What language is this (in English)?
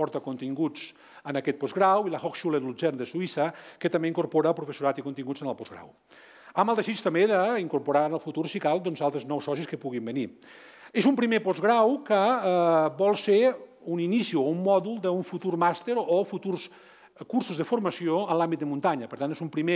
Catalan